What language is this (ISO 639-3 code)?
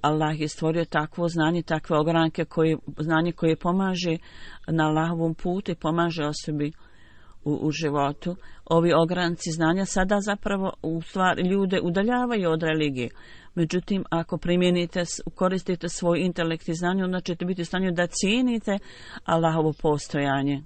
bos